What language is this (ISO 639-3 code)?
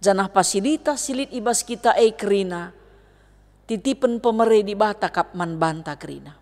btx